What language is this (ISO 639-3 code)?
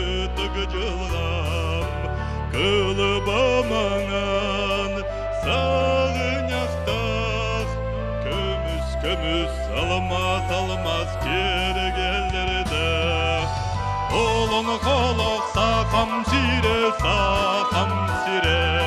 sah